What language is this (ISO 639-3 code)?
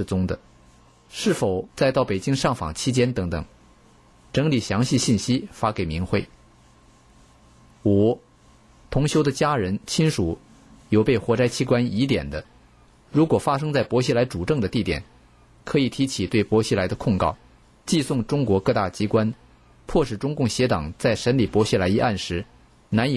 zho